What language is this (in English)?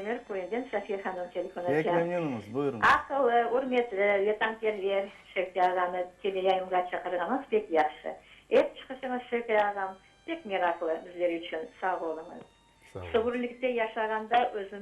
Crimean Tatar